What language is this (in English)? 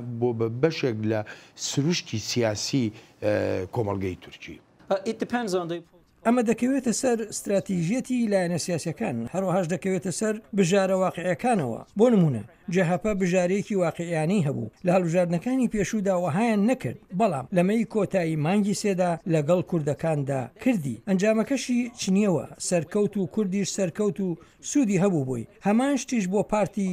Central Kurdish